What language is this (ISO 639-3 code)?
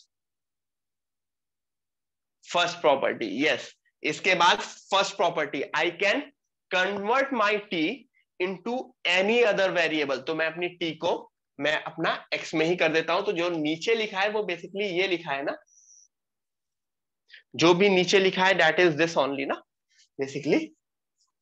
hin